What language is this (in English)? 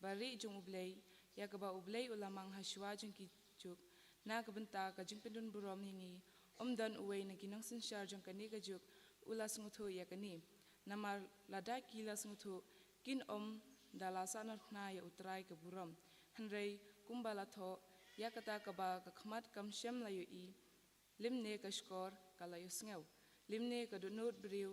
Khasi